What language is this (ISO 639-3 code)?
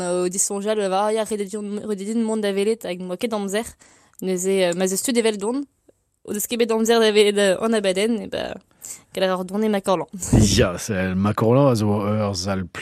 bre